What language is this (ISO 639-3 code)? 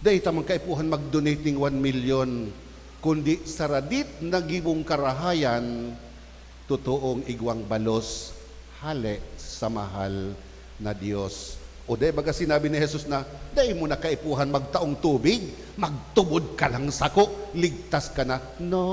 bik